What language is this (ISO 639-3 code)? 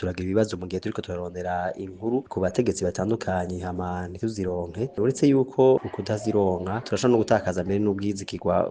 run